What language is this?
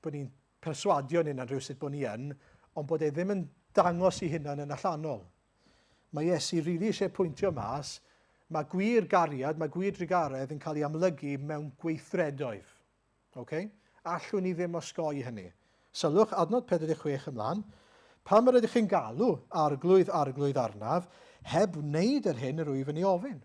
Welsh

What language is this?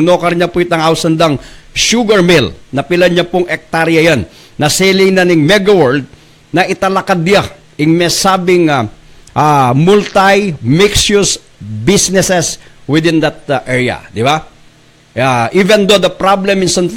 Pampanga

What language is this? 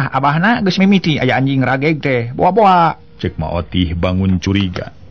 Sundanese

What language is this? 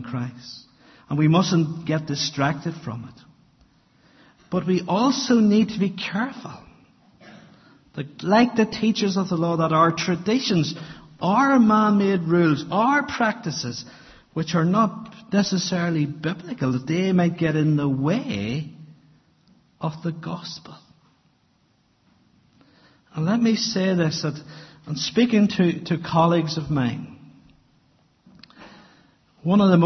English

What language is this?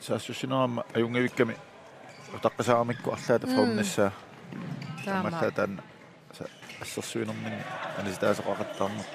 Kalaallisut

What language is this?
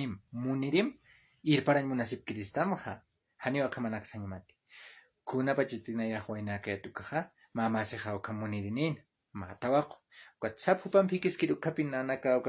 Aymara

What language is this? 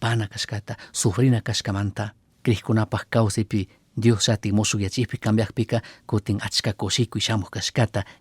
Chimborazo Highland Quichua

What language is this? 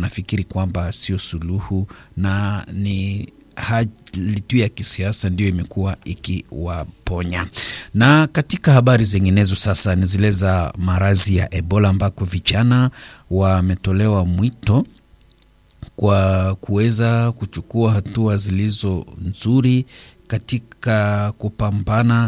Swahili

